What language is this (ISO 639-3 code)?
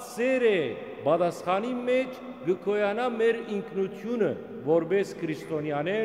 hyw